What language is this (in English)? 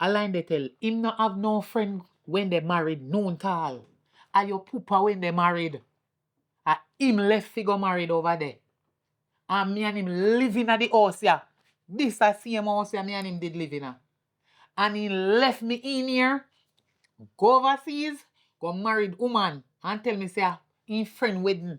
Jamaican Creole English